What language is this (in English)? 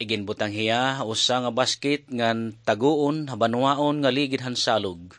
Waray